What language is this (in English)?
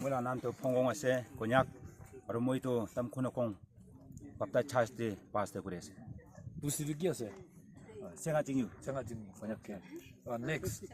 Naga Pidgin